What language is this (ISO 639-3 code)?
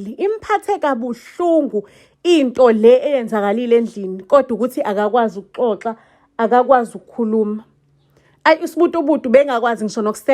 zul